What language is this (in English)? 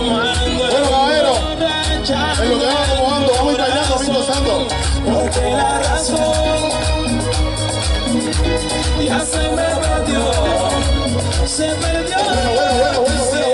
Spanish